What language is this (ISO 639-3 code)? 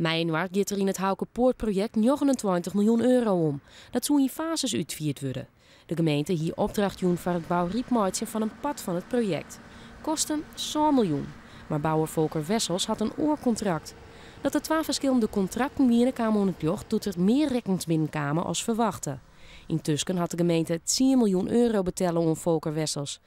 fry